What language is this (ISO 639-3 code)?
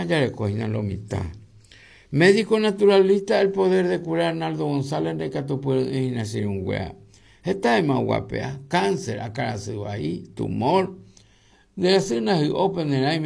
grn